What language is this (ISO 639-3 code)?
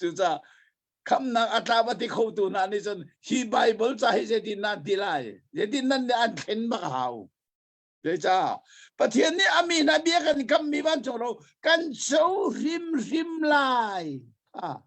cnh